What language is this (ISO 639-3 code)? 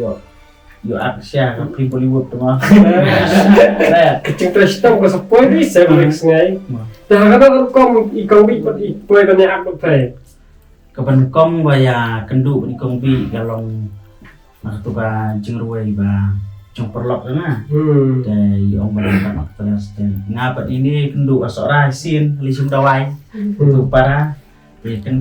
kha